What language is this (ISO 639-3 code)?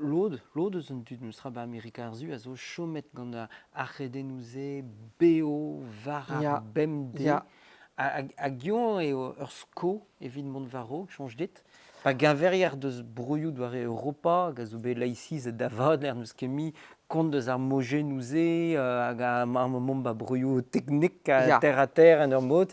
bre